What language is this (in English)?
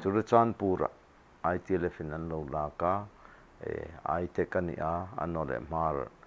Hmar